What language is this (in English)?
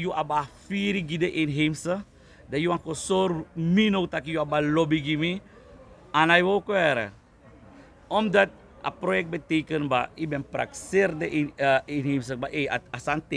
Sranan Tongo